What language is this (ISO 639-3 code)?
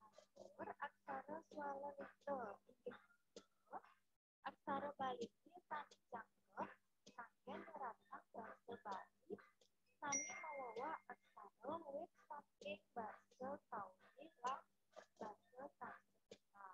ban